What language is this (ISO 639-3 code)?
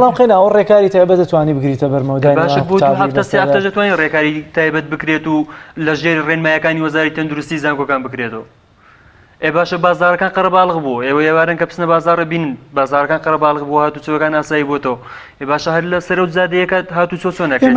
ckb